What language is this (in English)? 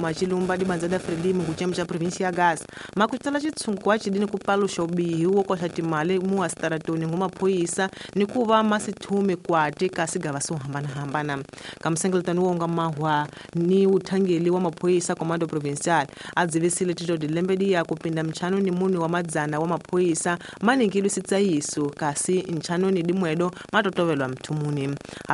Tsonga